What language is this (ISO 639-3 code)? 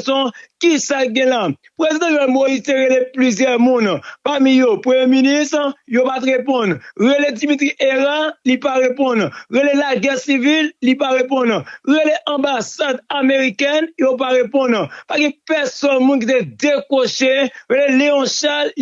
hat